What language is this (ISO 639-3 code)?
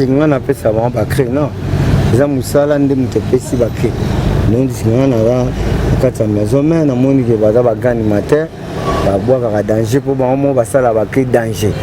lin